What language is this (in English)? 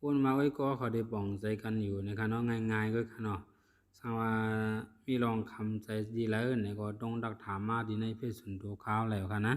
Shan